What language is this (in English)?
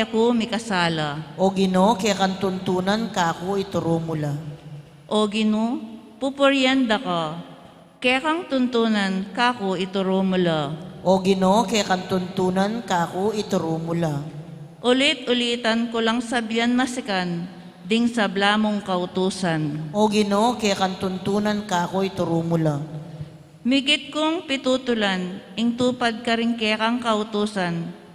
Pampanga